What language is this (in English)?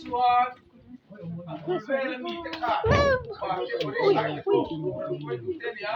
Mizo